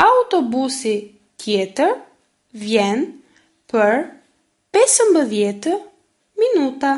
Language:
Albanian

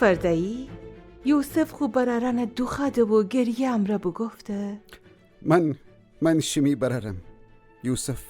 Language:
Gilaki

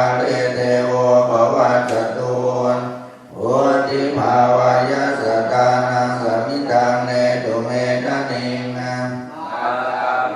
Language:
Pali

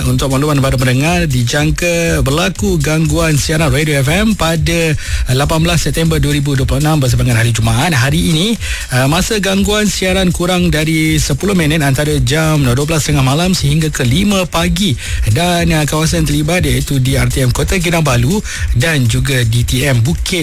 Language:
Malay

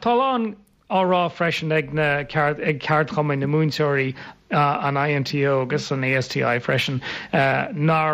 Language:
Irish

